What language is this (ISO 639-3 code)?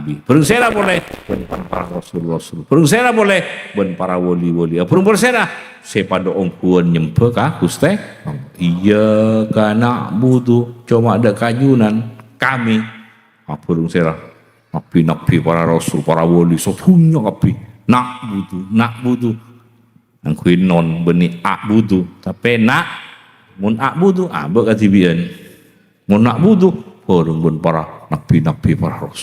mad